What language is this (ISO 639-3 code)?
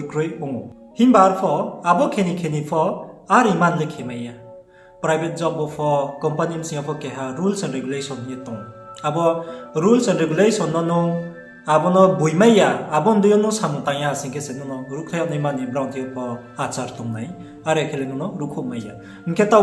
ria